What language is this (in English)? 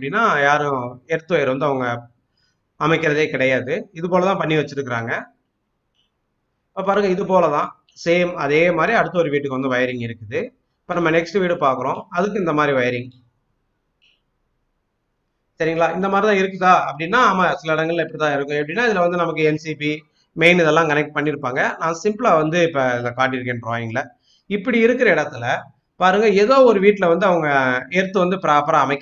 Tamil